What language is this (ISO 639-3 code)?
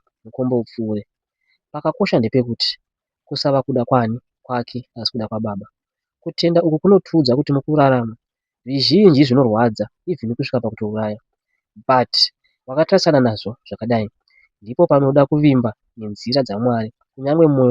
sna